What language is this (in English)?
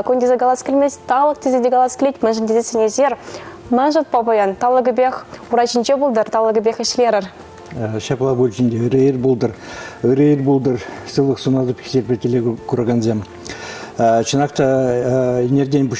Chuvash